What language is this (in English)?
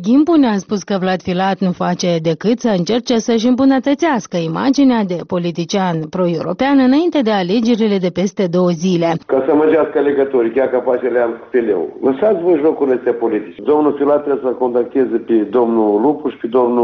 Romanian